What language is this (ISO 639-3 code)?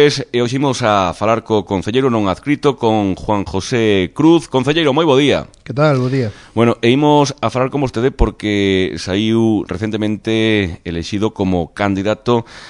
glg